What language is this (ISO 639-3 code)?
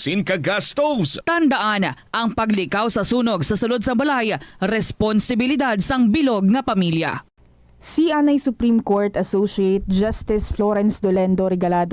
hil